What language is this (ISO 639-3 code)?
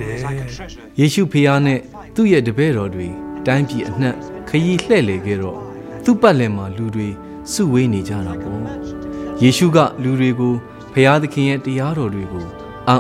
mya